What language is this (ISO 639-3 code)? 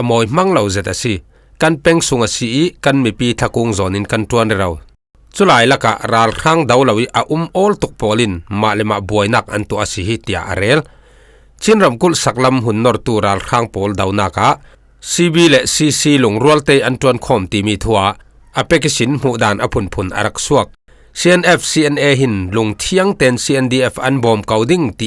cfm